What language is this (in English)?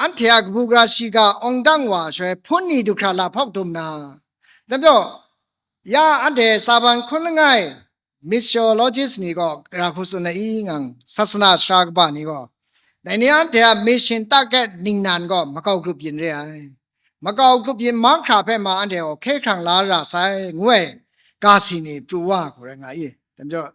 Kachin